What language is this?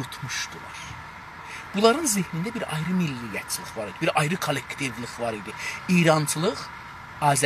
South Azerbaijani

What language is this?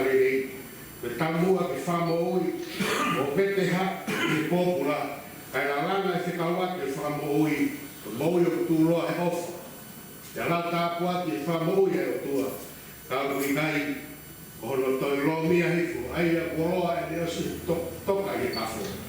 Tongan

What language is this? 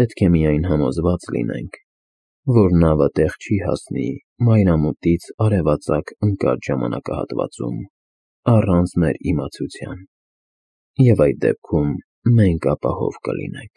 Armenian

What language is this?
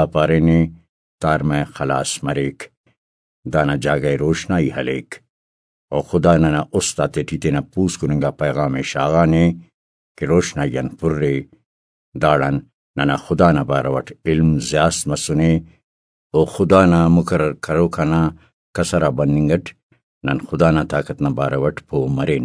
Brahui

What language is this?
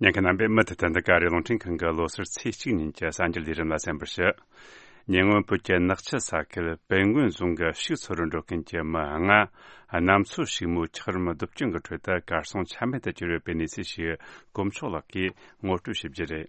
Tibetan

